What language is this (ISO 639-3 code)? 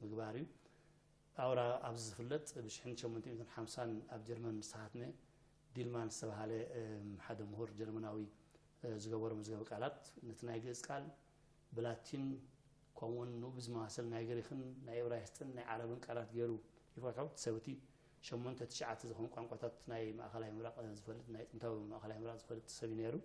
tir